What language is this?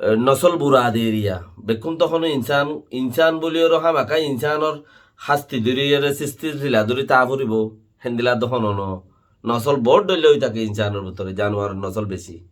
Rohingya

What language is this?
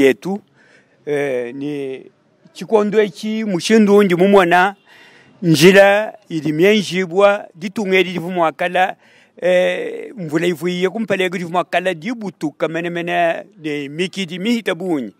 Luba-Lulua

